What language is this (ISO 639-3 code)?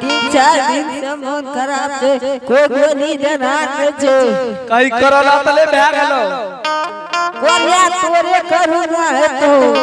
anp